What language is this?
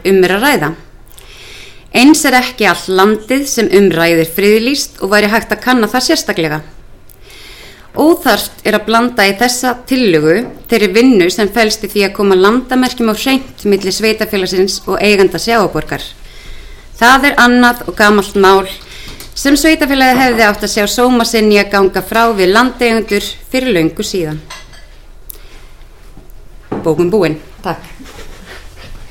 Icelandic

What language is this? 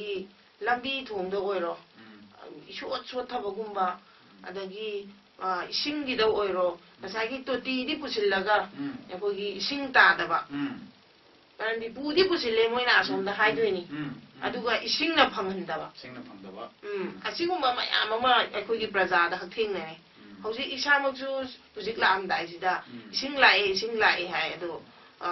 Manipuri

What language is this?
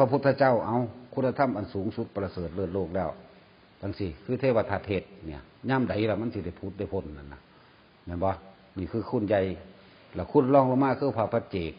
Northeastern Thai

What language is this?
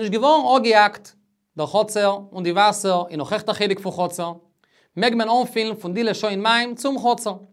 Yiddish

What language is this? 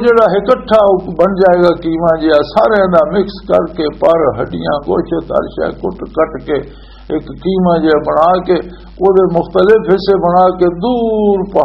Western Panjabi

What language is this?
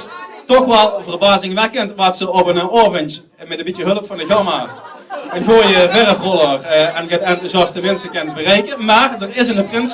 Limburgish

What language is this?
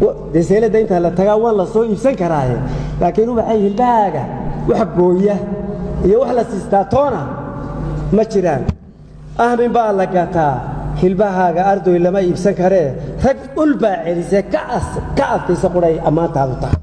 Somali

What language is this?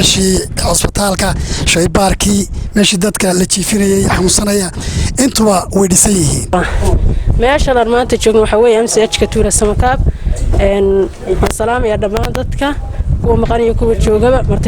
Somali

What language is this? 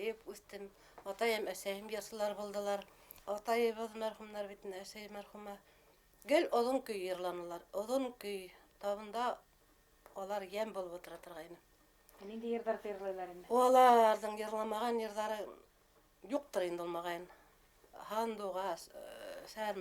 Bashkir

